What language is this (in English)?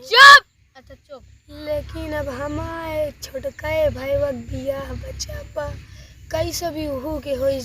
Awadhi